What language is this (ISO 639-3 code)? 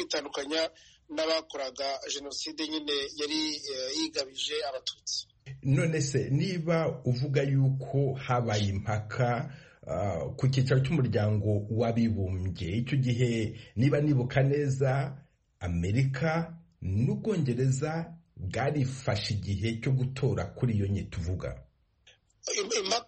kin